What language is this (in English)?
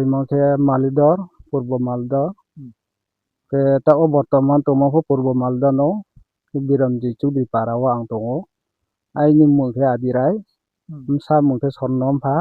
Riang (India)